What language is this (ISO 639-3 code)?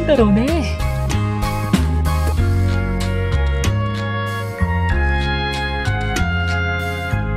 jpn